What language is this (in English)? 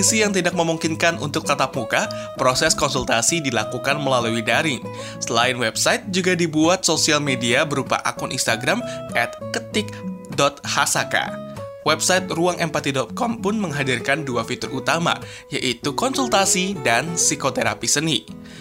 Indonesian